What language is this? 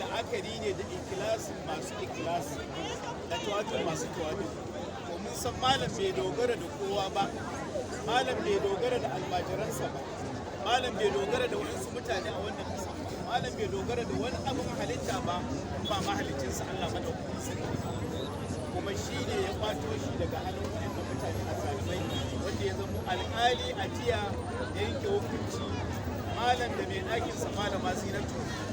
Hausa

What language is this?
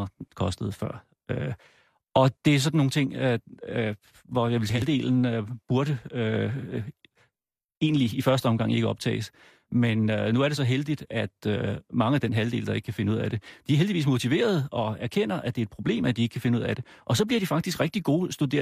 Danish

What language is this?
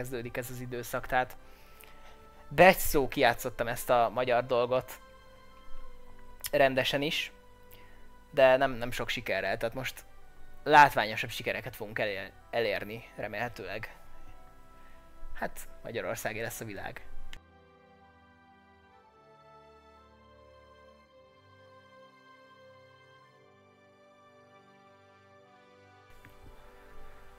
Hungarian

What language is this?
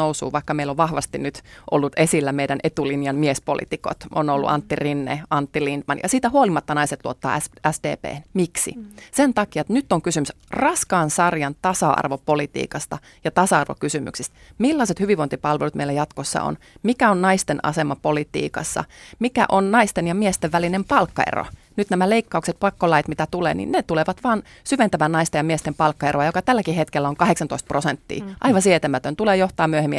Finnish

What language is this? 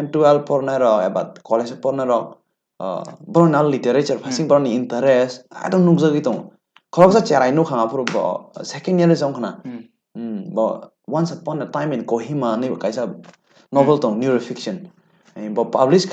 Kok Borok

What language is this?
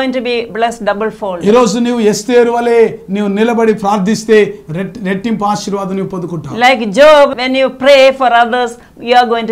Telugu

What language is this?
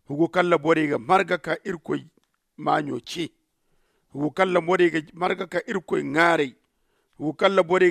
Zarma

